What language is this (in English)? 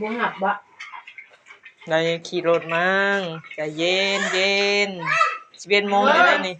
Northeastern Thai